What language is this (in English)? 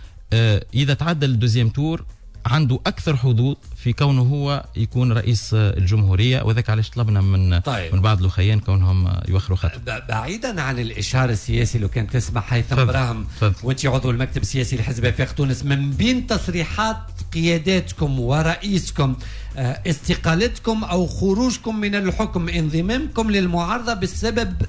Tunisian Arabic